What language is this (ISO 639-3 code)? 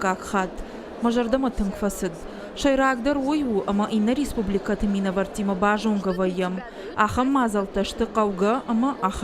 oss